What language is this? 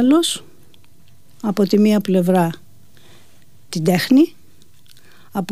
Greek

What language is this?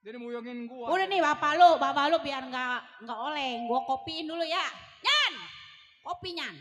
Betawi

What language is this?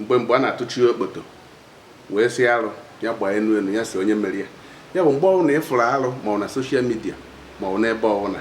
Igbo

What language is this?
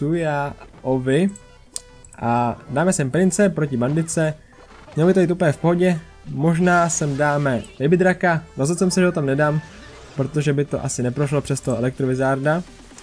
Czech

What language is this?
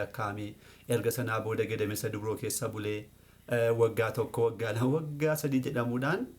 Oromo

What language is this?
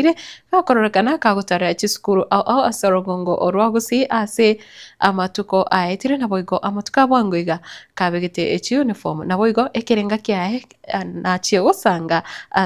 Gusii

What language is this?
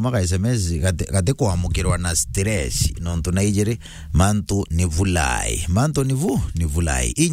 Meru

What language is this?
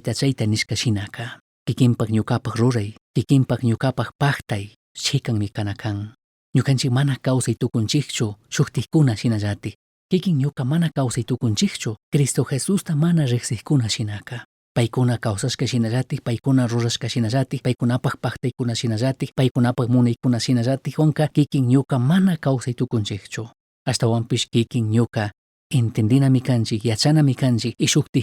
Chimborazo Highland Quichua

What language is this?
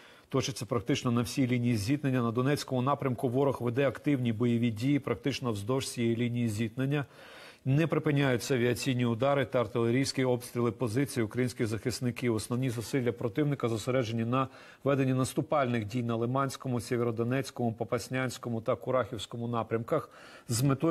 Ukrainian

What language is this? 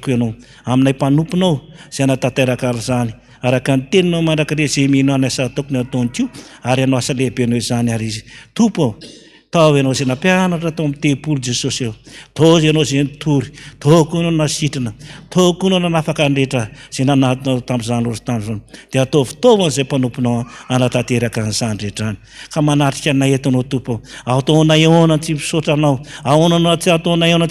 Malagasy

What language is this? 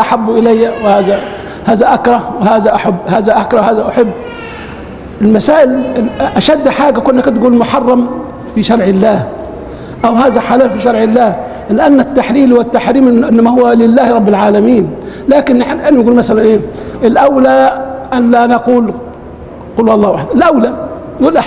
Arabic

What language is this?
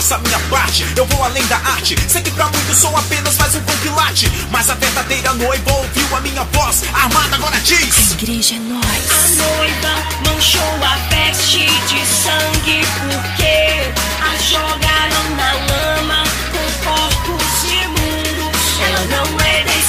Portuguese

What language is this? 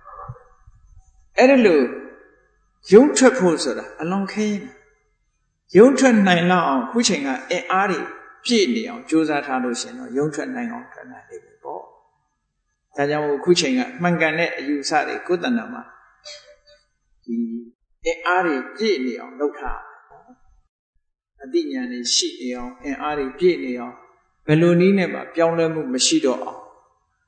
Burmese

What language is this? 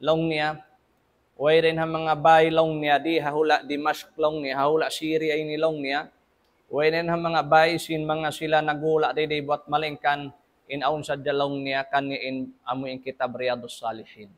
Tausug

